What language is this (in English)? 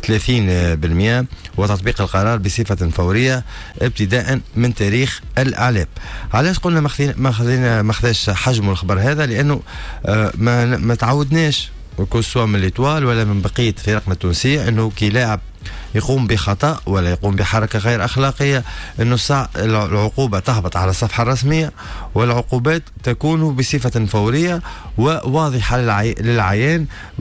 Tunisian Arabic